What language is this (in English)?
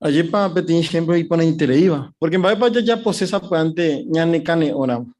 Guarani